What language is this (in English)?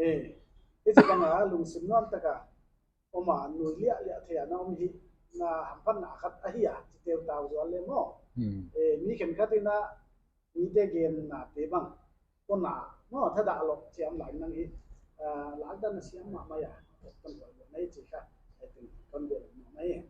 Paite Chin